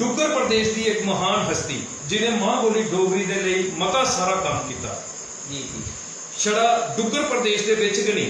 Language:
Dogri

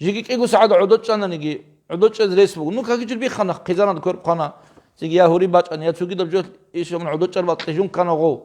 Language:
Avaric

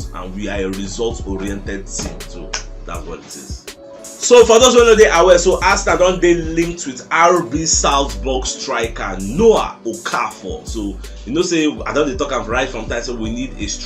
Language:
Nigerian Pidgin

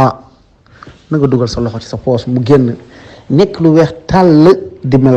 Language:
Wolof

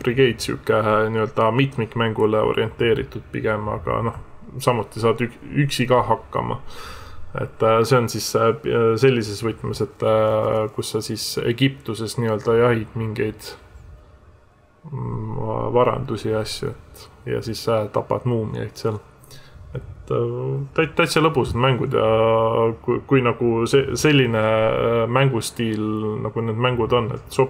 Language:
Estonian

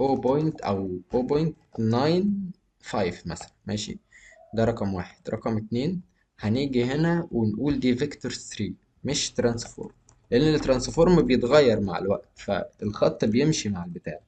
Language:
Egyptian Arabic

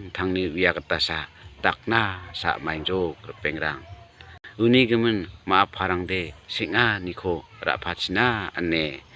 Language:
Garo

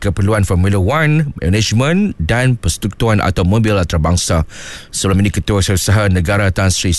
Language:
Malay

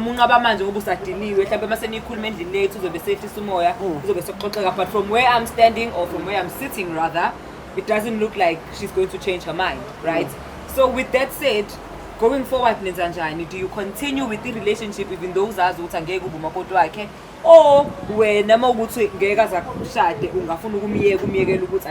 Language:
Zulu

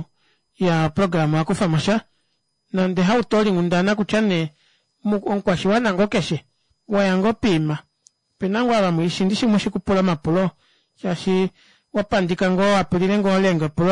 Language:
Kuanyama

